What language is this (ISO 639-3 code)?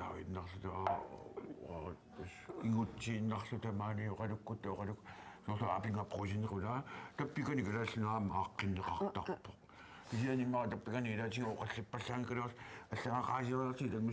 kal